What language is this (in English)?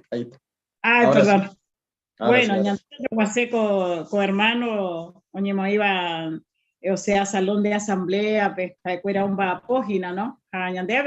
Guarani